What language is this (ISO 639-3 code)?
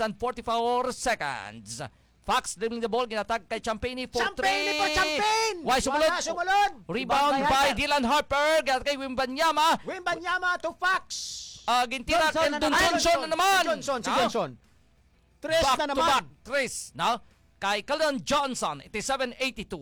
hil